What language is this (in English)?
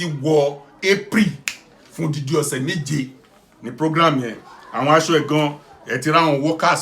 Yoruba